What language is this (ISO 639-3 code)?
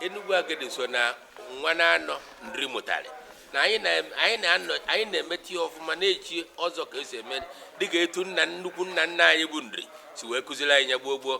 ibo